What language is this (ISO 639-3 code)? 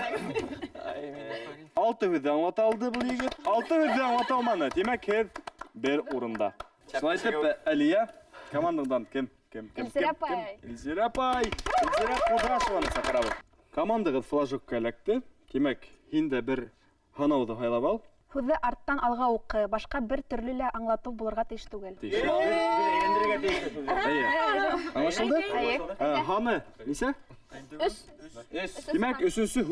bak